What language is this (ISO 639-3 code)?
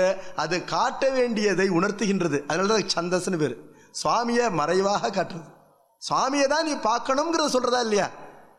tam